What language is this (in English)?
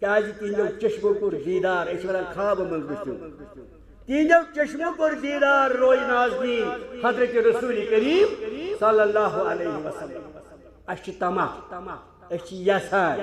Kashmiri